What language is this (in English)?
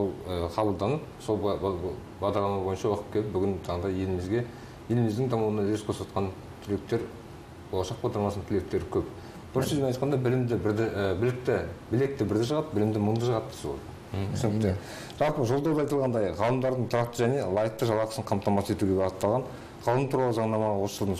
Kazakh